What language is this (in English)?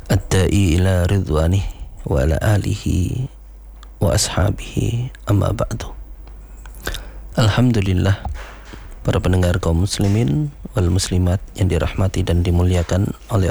Indonesian